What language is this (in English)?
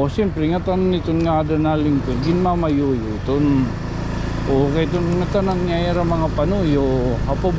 Waray